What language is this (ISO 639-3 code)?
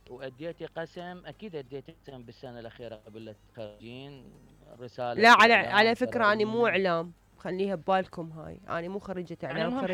acm